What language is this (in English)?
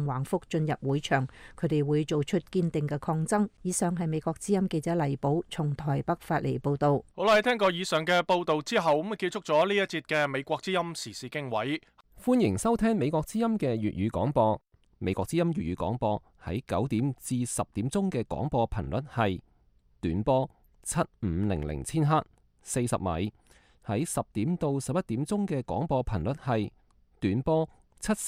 Cantonese